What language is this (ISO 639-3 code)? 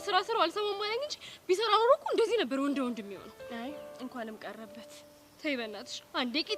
amh